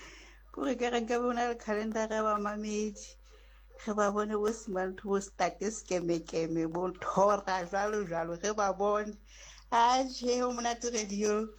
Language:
Southern Sotho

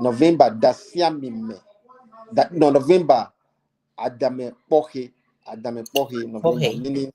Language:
Ewe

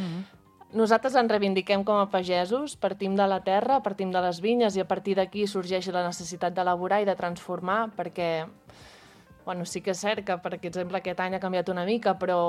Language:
Catalan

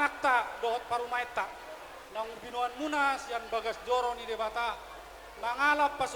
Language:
Batak Toba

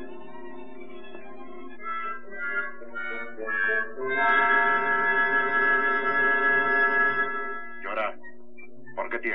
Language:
Spanish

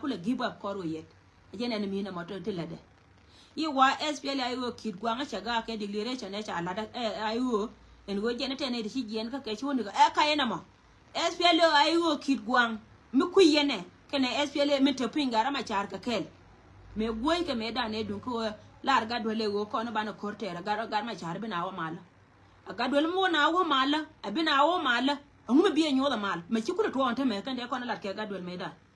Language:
Nuer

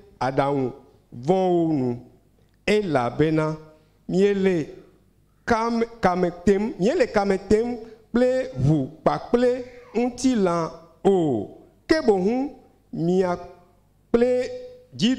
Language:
Ewe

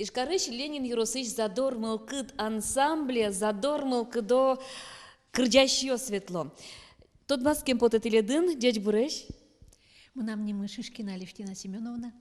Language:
Udmurt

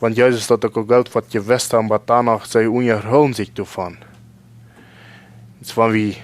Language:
Plautdietsch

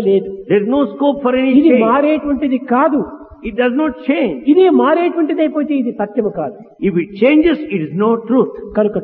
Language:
Telugu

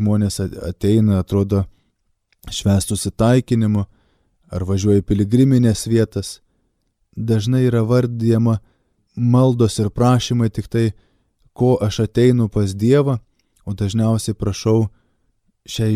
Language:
Lithuanian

